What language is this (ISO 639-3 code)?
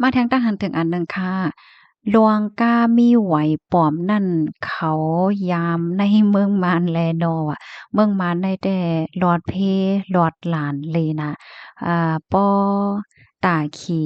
shn